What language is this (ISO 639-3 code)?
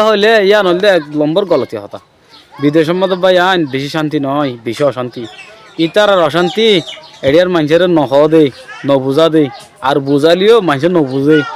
rhg